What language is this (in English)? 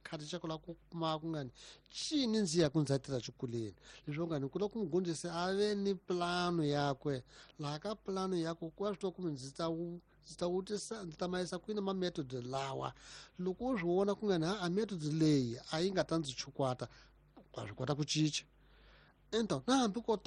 Tsonga